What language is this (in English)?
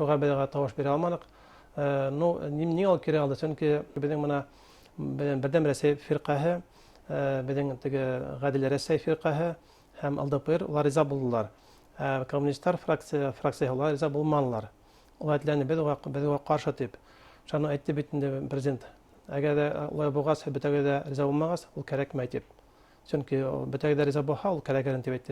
Bashkir